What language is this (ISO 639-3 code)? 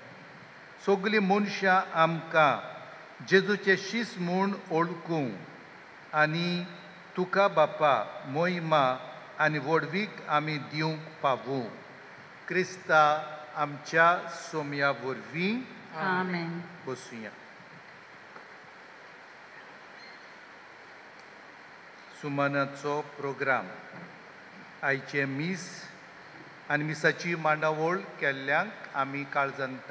kok